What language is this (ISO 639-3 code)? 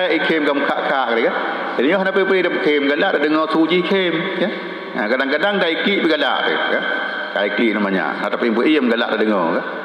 ace